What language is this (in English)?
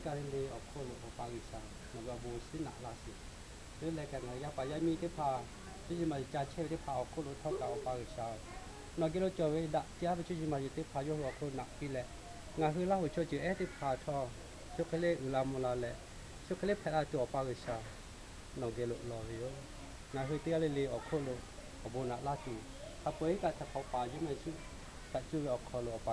Lahu